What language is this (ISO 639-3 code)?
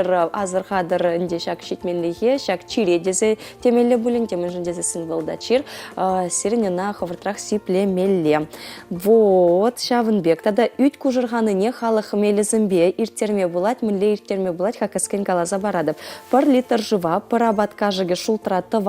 chv